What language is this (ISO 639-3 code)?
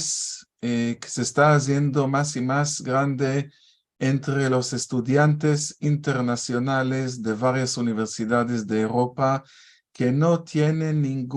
lad